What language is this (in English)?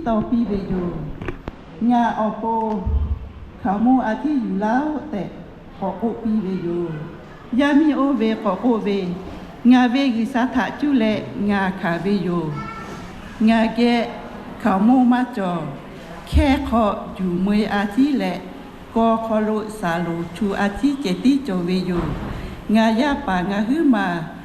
Lahu